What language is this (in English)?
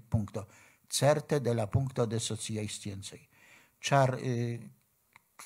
Esperanto